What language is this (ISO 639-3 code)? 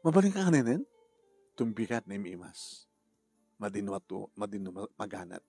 ilo